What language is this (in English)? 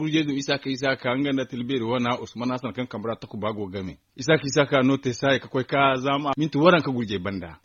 Zarma